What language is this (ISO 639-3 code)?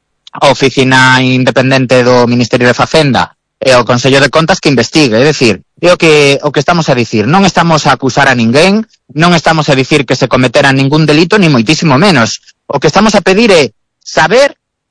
glg